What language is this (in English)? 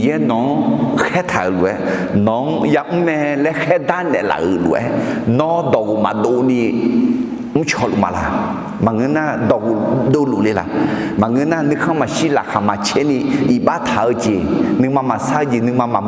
Akha